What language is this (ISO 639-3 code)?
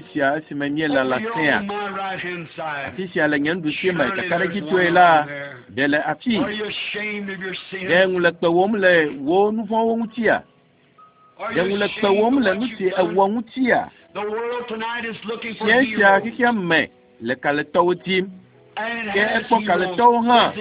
ewe